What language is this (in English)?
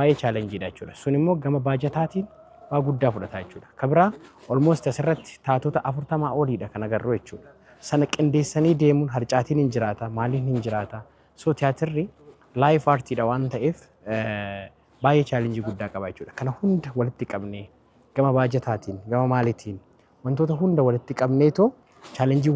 Oromo